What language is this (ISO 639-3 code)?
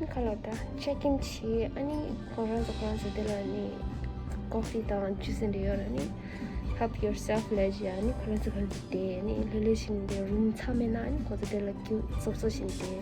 bod